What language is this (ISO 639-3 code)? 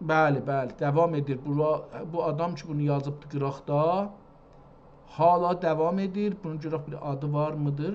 azb